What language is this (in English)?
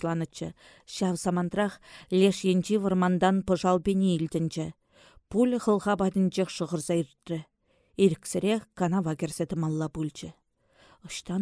Chuvash